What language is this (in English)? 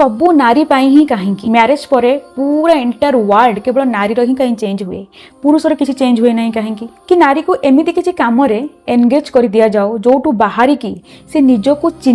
Odia